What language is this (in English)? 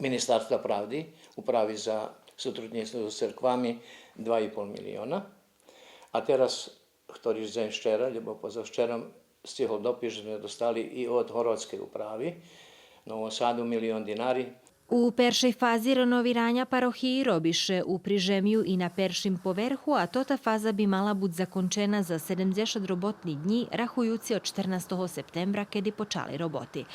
Rusyn